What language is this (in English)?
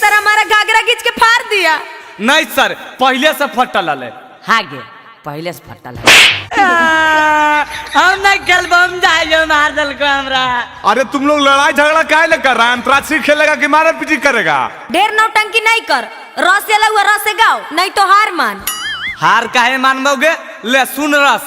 Magahi